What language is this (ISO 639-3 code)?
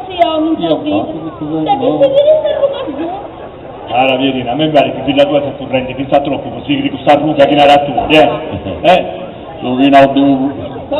srd